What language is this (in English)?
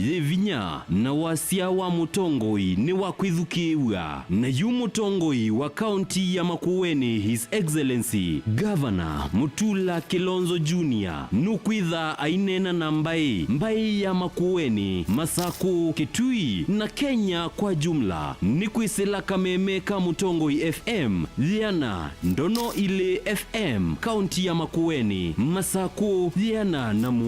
Kamba